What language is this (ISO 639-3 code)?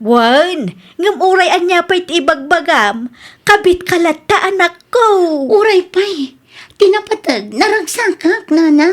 ilo